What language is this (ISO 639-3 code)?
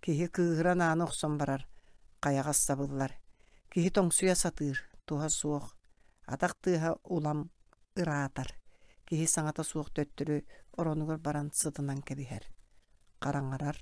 sah